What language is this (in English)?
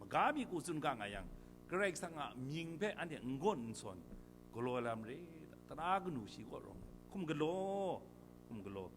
Kachin